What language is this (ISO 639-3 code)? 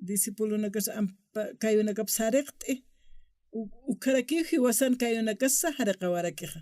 aym